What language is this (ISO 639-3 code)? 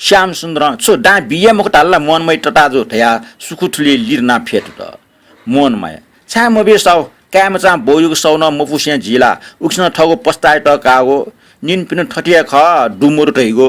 new